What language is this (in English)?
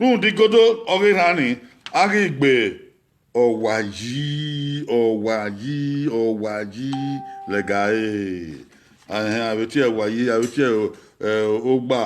Bini